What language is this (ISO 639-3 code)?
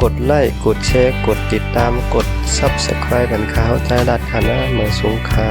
shn